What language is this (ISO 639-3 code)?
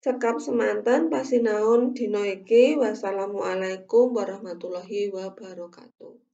jav